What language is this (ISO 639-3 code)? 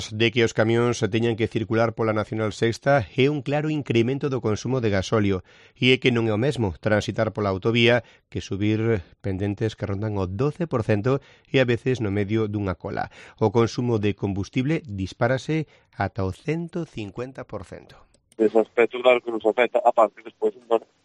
glg